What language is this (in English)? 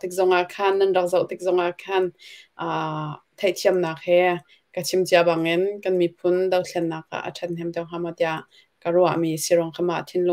Hakha Chin